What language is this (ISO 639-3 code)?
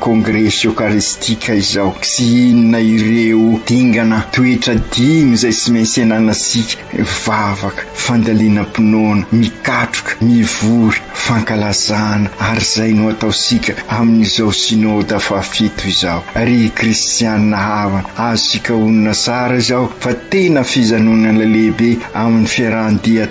mlg